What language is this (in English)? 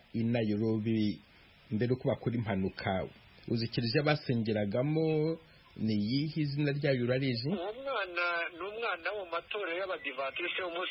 Kinyarwanda